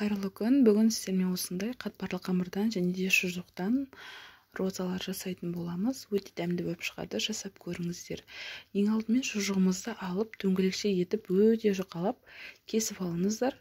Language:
Kazakh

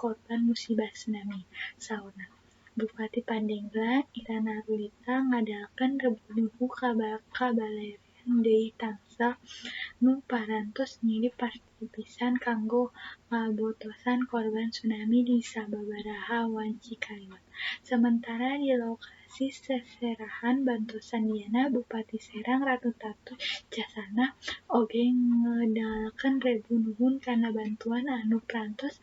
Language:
Sundanese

